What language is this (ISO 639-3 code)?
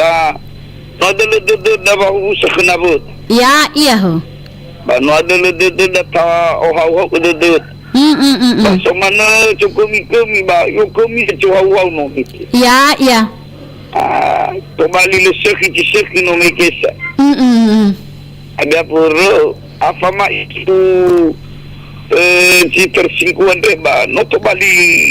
nia